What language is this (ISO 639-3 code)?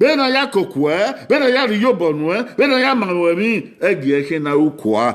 bin